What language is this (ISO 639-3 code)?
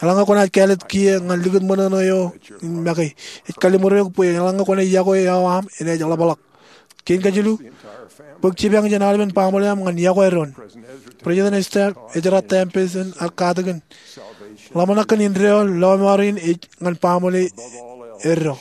mah